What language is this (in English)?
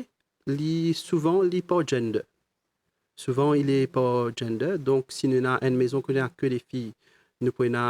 Morisyen